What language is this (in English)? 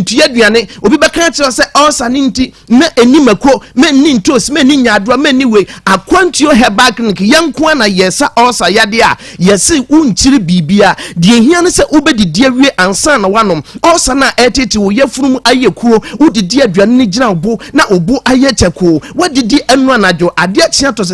Akan